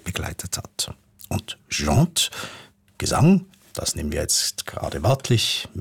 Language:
German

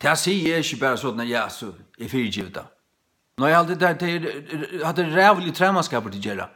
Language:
Faroese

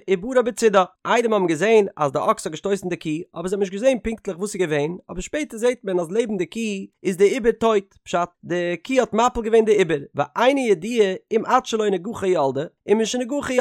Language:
Yiddish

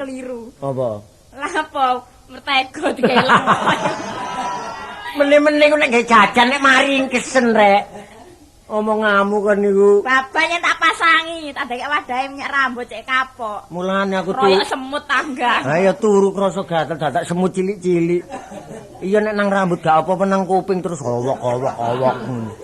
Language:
Javanese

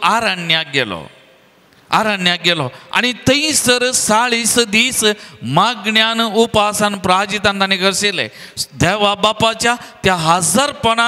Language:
Konkani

